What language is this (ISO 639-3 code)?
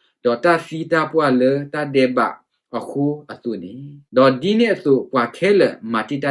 ksw